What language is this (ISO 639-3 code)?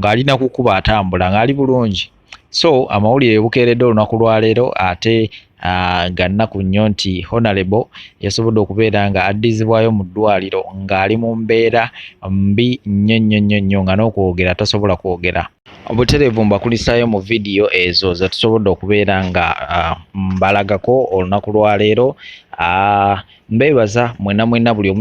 lug